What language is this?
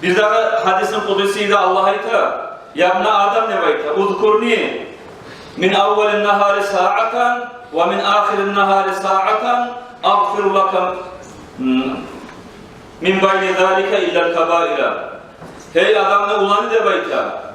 Kumyk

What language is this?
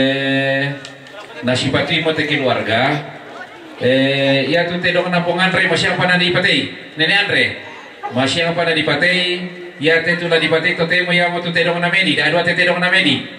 Toraja-Sa'dan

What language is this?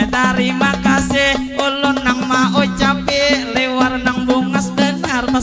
Banjar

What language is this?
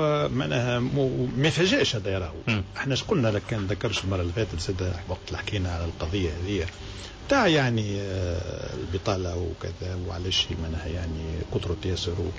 Tunisian Arabic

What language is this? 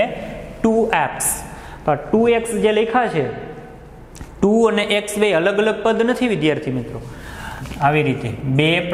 Gujarati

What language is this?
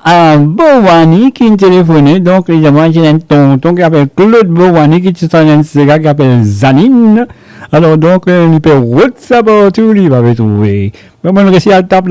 Morisyen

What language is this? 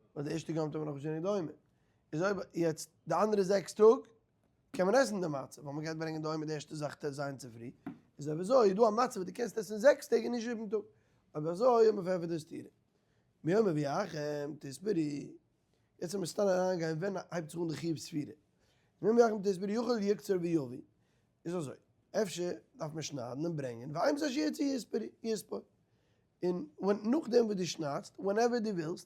Yiddish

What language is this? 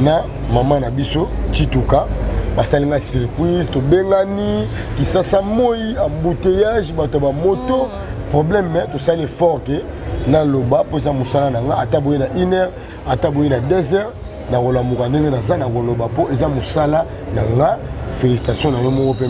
Lingala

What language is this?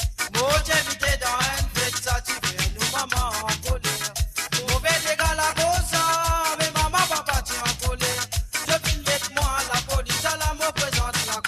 Morisyen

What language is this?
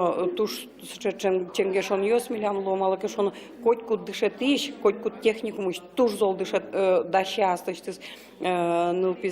Udmurt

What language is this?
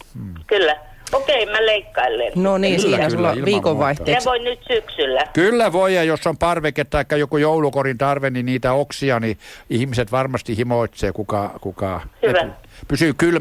Finnish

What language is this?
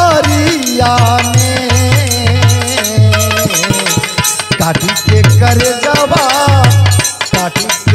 Bhojpuri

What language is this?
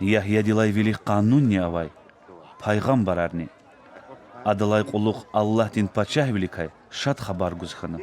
Lezghian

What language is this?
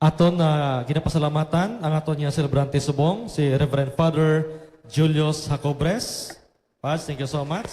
Hiligaynon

